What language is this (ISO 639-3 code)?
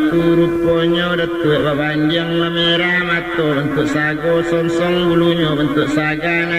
min